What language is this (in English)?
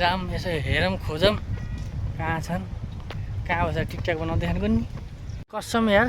Nepali